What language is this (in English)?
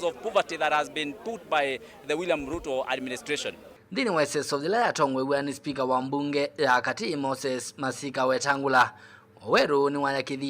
Kamba